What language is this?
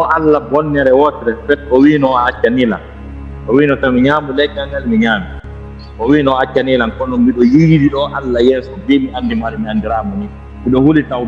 Fula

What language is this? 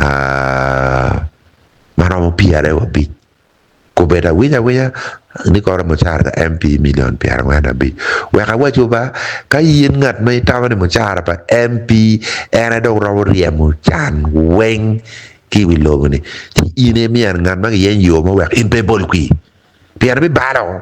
Acoli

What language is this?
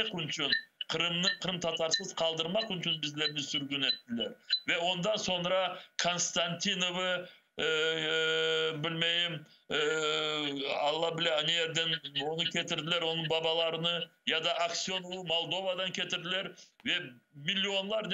Crimean Tatar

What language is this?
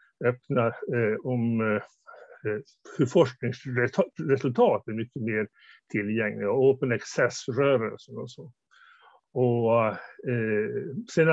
Swedish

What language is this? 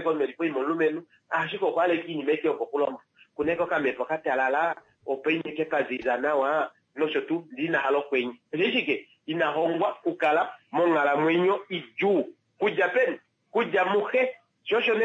Kuanyama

